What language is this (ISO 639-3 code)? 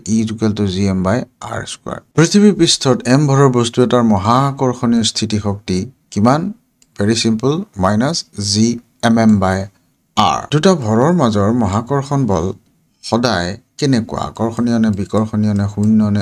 asm